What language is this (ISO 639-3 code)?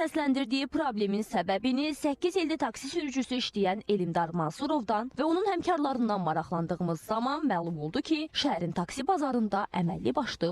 aze